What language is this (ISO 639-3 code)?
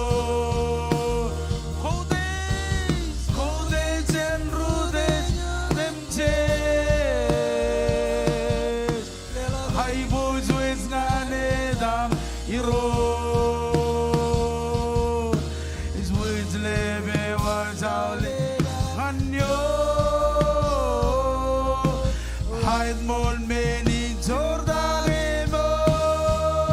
mah